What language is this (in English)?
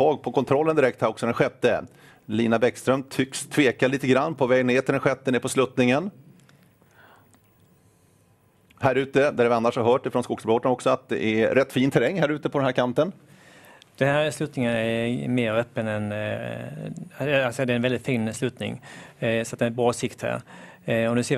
Swedish